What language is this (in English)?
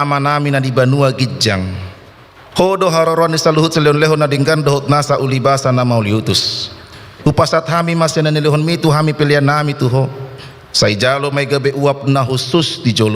Batak Toba